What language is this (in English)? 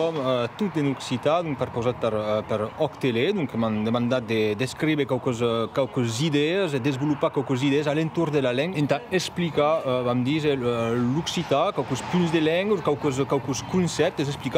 Occitan